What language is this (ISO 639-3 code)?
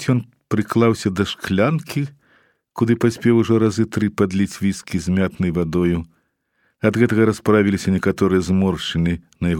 bel